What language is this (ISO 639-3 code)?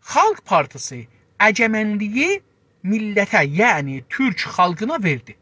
azb